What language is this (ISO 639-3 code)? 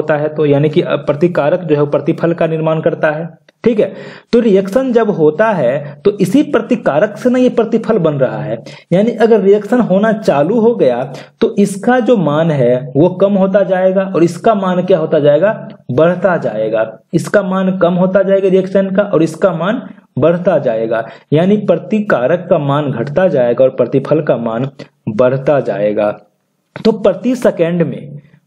hin